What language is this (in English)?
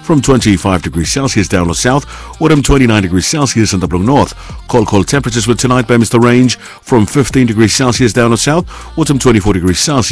Bislama